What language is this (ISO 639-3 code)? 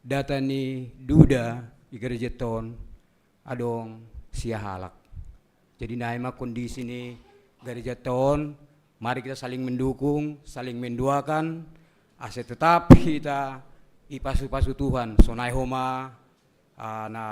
bts